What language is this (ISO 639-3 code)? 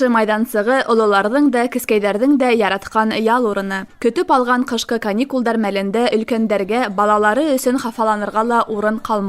bak